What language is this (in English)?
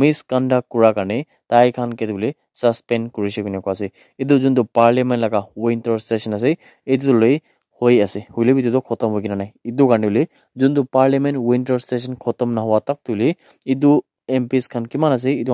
Naga Pidgin